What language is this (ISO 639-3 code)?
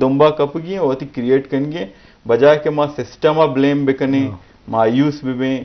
bgp